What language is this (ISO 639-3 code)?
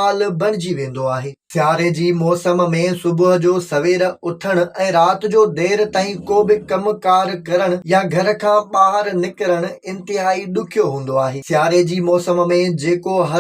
snd